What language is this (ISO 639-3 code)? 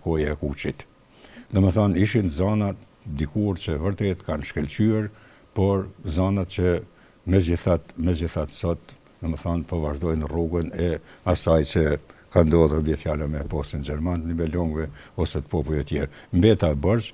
sqi